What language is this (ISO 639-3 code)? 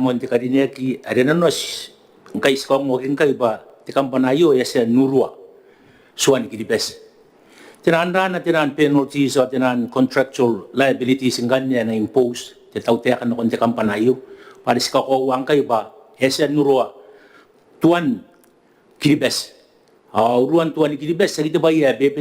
gil